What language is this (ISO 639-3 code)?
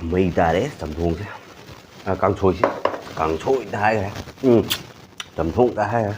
mni